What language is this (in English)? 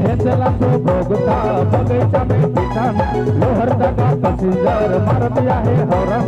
Sadri